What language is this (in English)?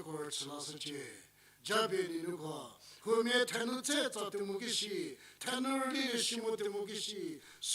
Angami Naga